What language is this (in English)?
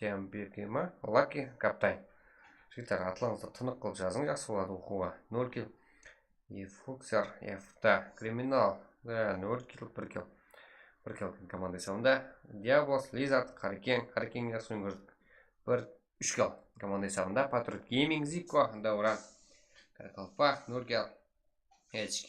Kara-Kalpak